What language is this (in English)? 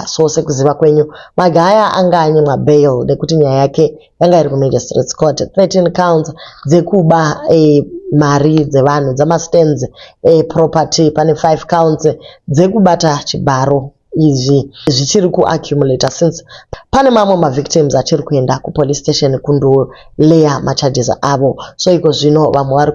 Shona